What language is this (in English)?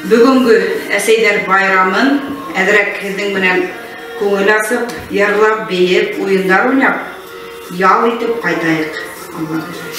Bashkir